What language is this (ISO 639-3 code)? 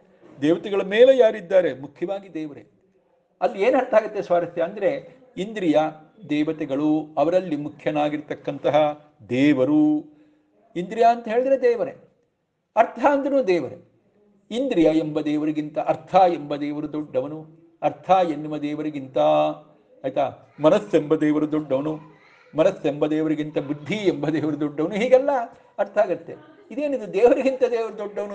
kan